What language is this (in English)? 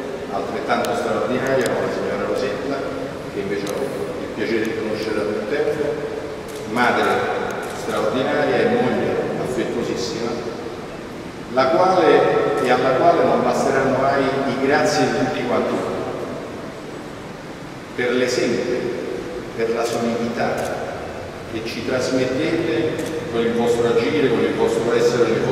Italian